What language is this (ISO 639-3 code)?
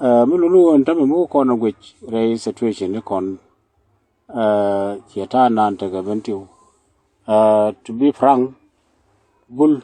nus